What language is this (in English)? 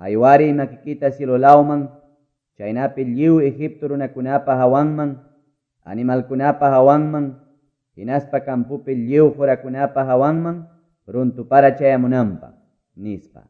Quechua